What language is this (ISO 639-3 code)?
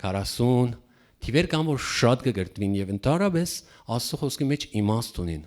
hyw